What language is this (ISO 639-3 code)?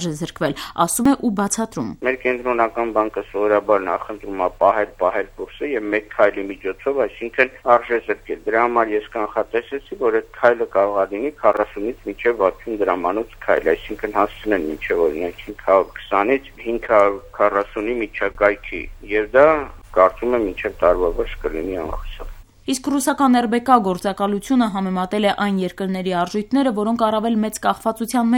hye